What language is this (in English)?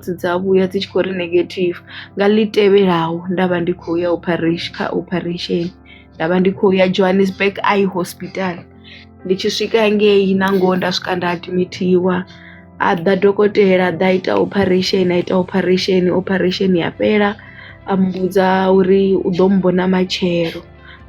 Venda